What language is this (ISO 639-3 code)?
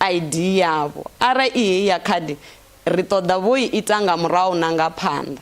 ven